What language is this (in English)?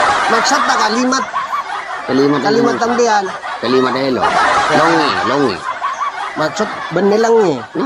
Madurese